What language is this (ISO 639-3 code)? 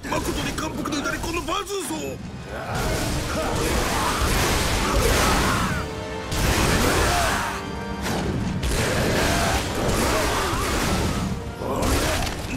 jpn